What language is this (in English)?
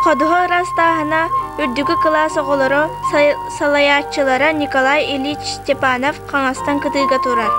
Yakut